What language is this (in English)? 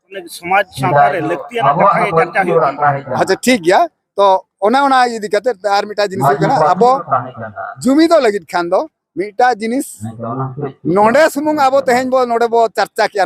Santali